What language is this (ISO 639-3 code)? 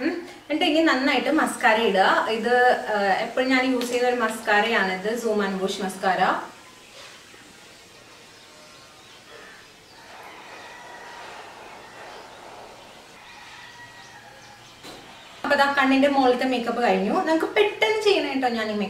mal